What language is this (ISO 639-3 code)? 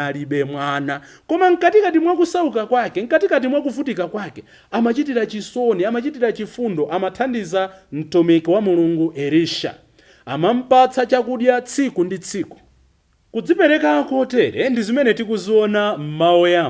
nya